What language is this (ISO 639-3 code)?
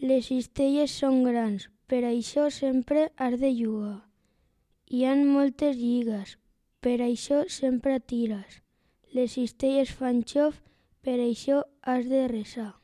cat